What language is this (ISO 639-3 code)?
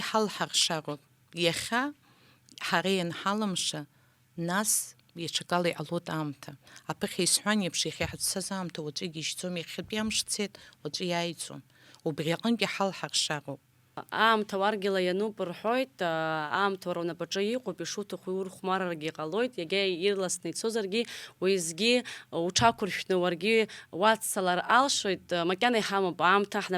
abk